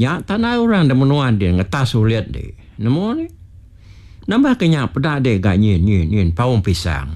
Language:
Iban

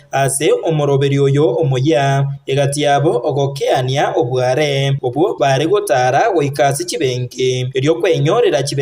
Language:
Gusii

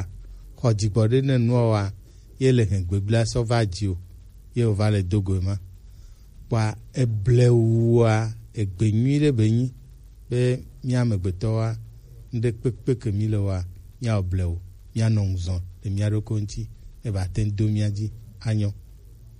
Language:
Gen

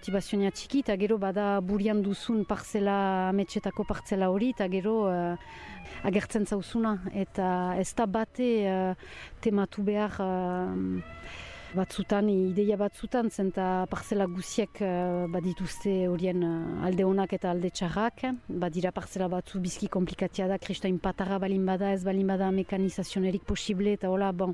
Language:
Basque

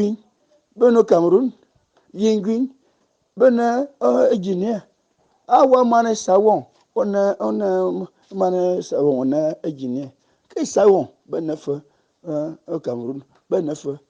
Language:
Fang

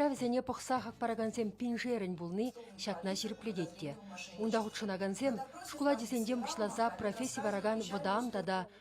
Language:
Chuvash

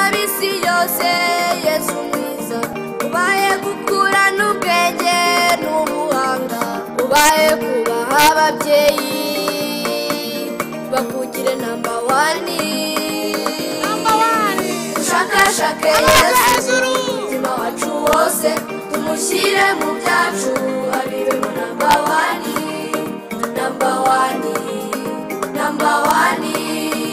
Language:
Kinyarwanda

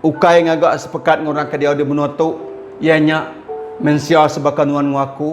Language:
Iban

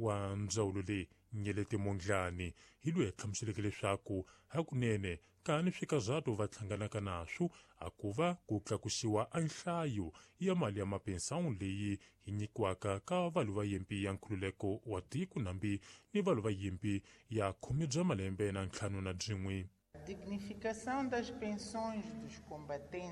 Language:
Tsonga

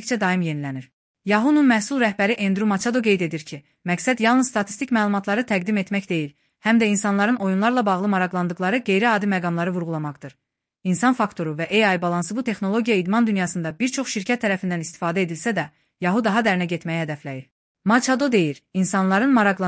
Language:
Azerbaijani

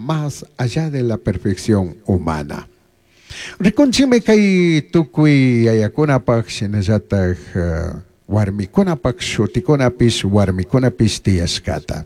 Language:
Chimborazo Highland Quichua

